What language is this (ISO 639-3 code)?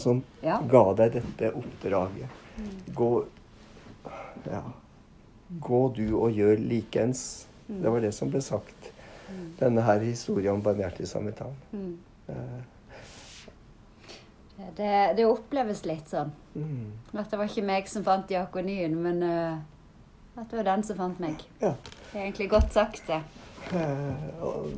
nor